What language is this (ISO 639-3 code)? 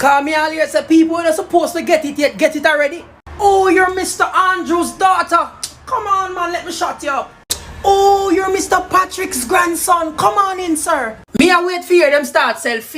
jam